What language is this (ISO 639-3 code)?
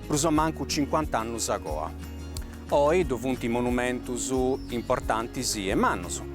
srd